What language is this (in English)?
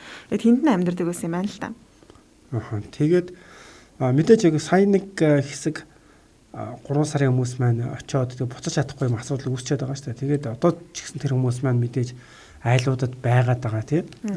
Mongolian